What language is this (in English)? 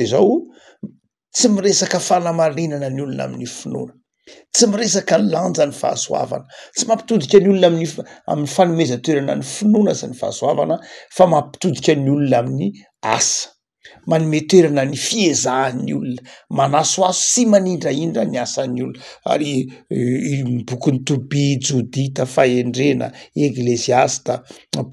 Malagasy